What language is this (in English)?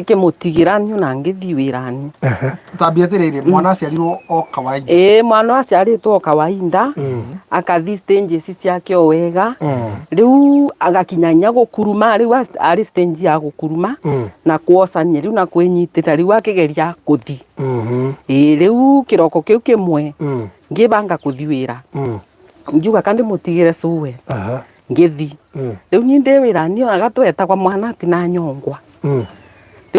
Kikuyu